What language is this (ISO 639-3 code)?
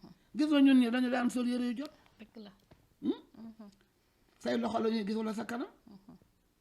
wol